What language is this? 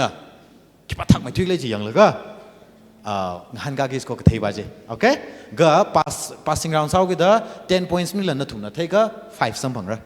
Tangkhul Naga (India)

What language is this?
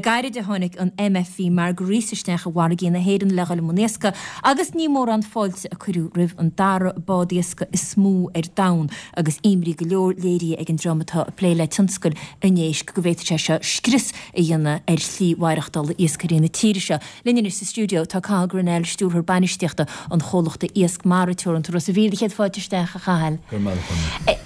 Irish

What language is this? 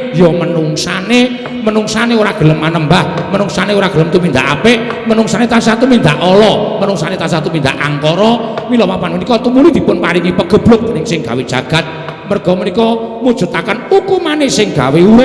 Javanese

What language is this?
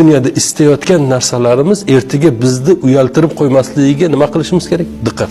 Uzbek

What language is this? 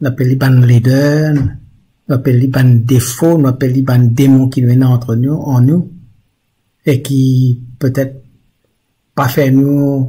Morisyen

